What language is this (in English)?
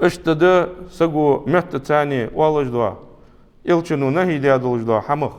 Ingush